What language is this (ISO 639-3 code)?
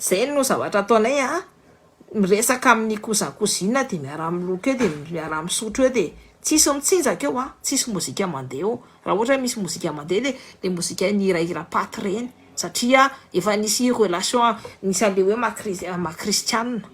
mlg